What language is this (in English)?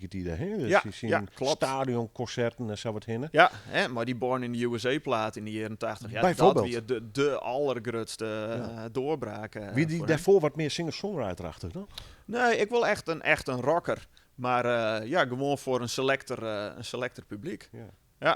Western Frisian